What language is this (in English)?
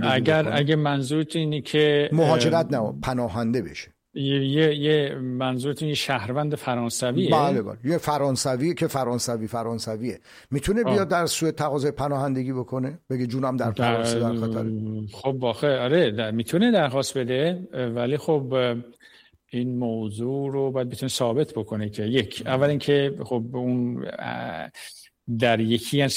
Persian